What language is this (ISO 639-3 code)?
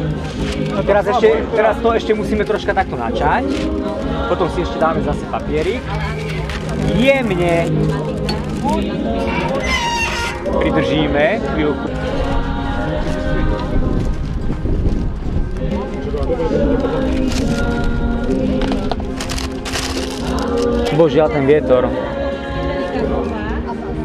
slk